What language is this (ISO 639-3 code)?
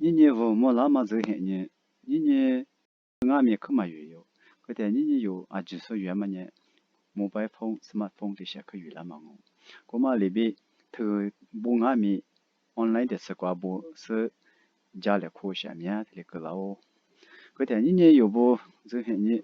lis